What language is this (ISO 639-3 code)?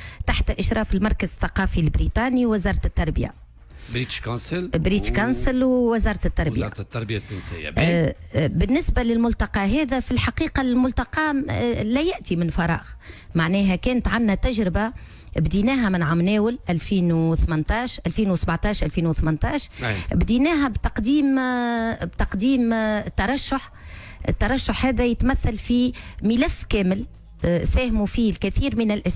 aeb